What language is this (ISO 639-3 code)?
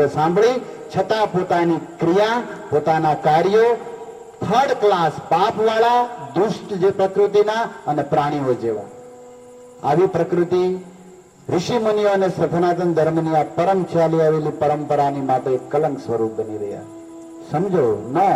guj